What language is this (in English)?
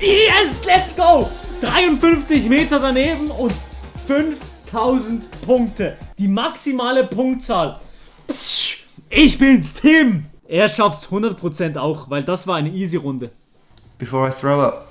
Swiss German